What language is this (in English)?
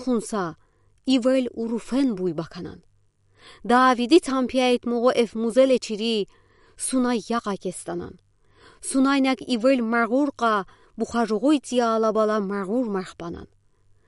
Udi